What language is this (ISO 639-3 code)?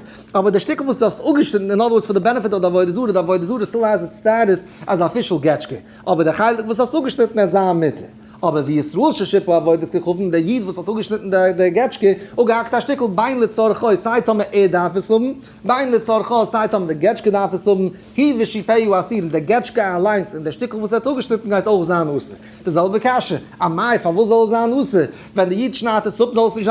yid